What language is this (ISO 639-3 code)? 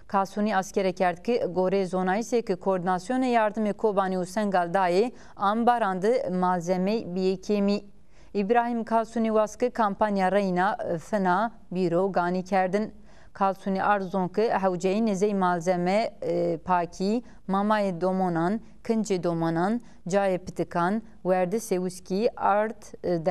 zza